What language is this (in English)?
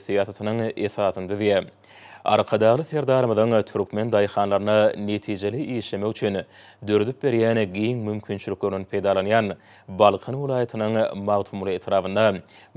Turkmen